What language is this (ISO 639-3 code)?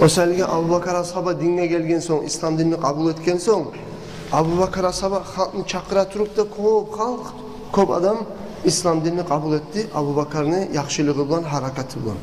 kum